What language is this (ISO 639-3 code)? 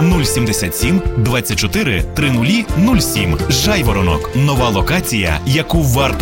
ukr